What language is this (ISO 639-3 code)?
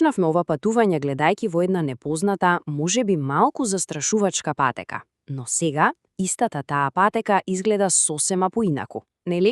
mkd